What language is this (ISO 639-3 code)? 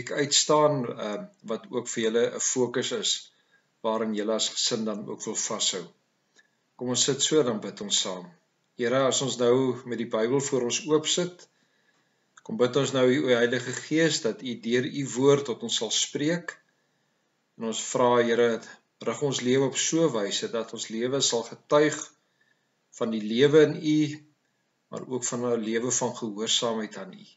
afr